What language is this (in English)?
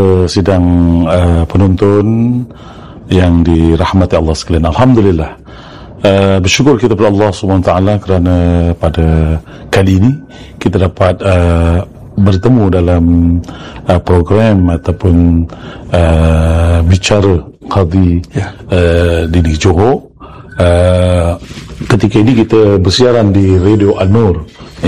Malay